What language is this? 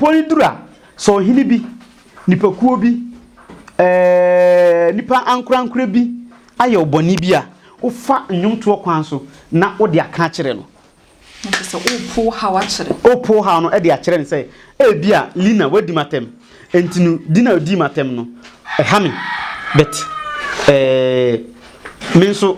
Akan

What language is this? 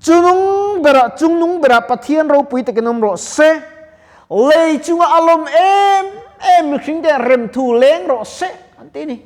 Mizo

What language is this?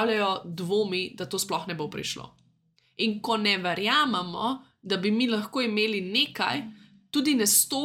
Slovenian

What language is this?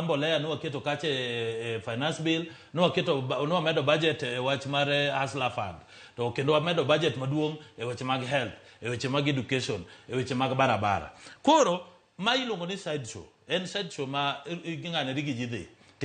Luo (Kenya and Tanzania)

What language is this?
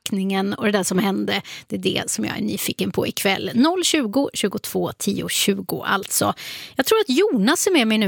Swedish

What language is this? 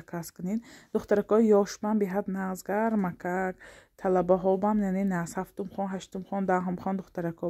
Tajik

